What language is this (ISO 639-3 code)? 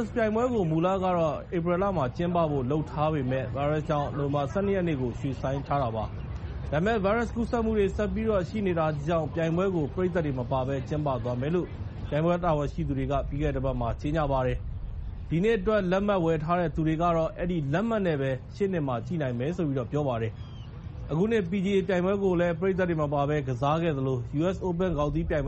mya